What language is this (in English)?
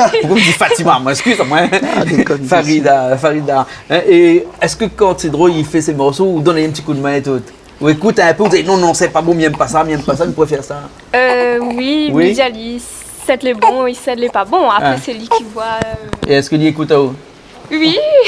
Réunion Creole French